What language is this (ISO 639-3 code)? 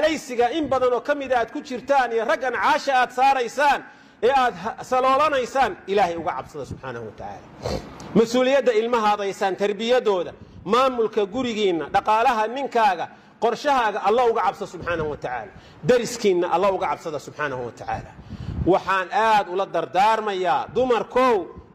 som